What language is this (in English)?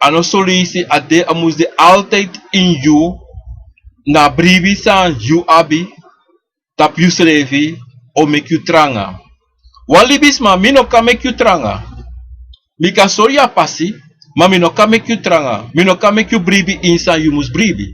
Sranan Tongo